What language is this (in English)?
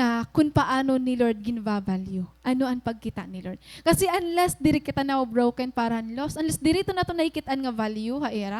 Waray